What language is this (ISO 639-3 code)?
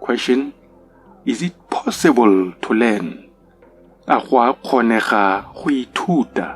tsn